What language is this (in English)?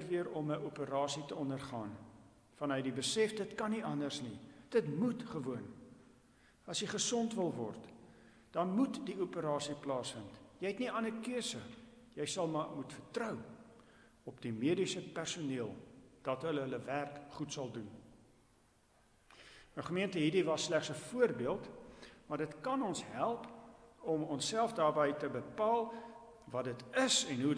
Afrikaans